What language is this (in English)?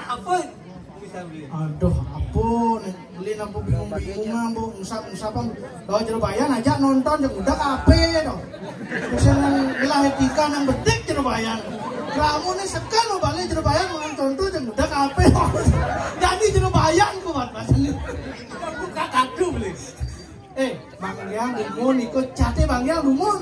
Balinese